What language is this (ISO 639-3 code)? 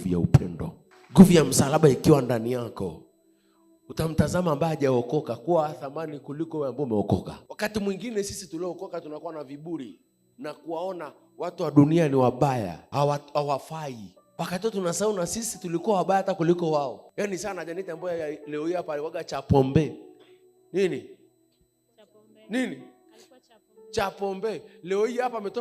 swa